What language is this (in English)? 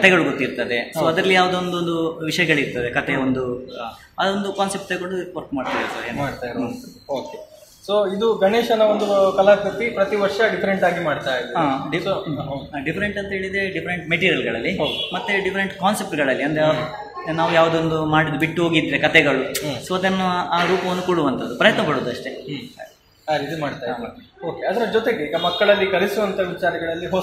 Kannada